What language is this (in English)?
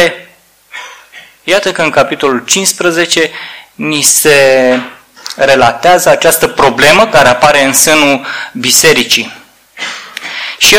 Romanian